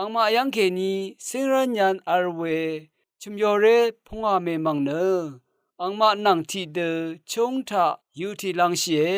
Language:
Rawang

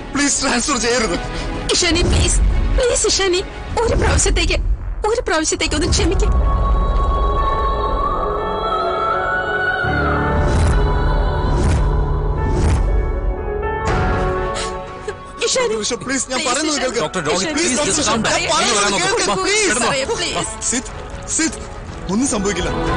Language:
Malayalam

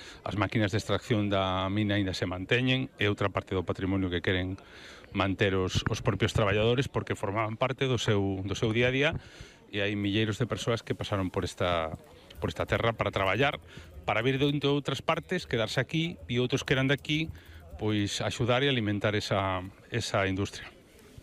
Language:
Galician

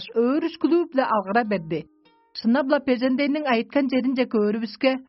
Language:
Tuvinian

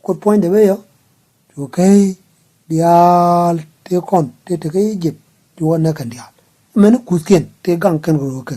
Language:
Nuer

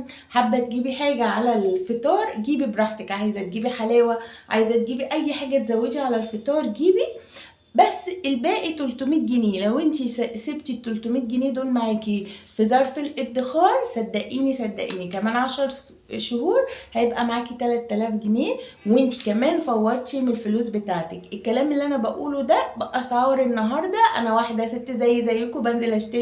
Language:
Egyptian Arabic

